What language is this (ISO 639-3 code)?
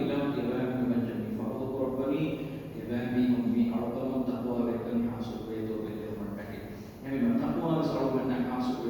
div